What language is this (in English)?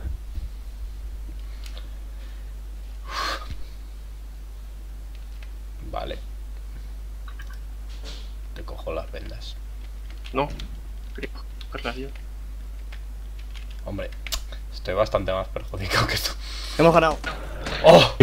Spanish